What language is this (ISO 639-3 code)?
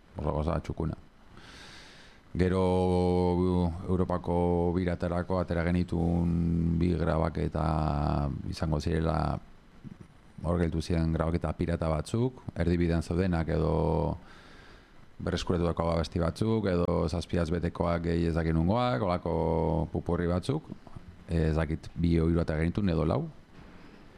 eus